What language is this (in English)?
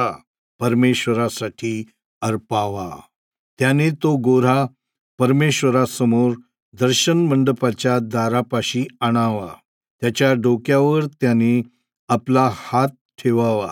Marathi